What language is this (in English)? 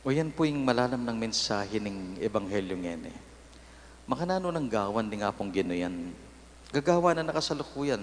Pampanga